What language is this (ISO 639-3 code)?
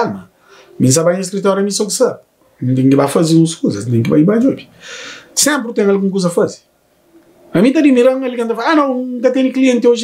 kea